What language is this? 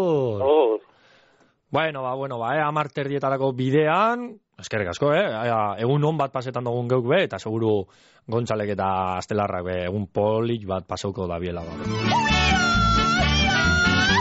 Basque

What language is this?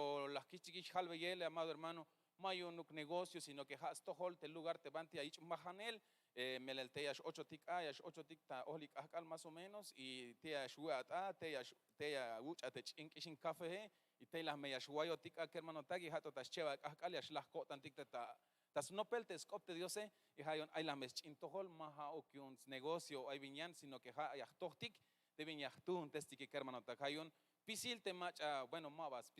Tzeltal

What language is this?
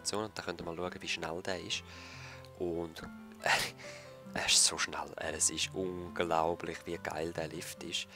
Swiss German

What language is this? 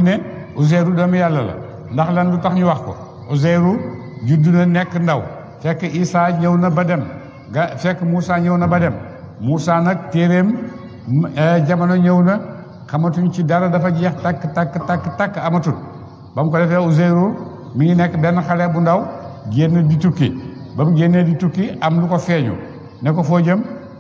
Wolof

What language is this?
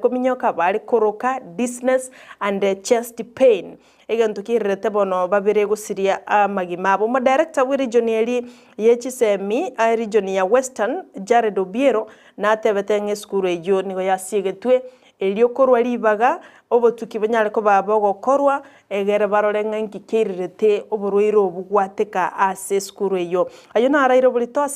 Gusii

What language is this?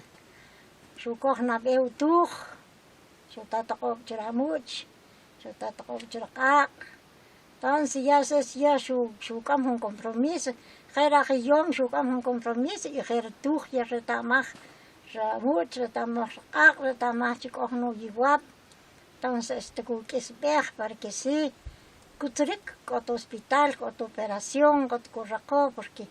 Kʼicheʼ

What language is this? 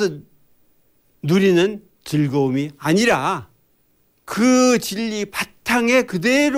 Korean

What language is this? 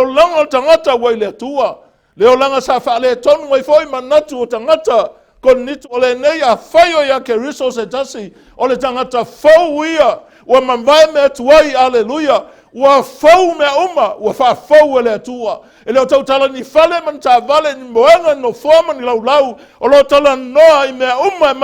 Samoan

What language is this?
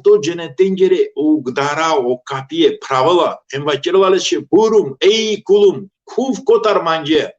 Balkan Romani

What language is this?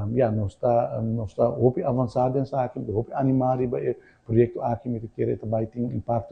Papiamento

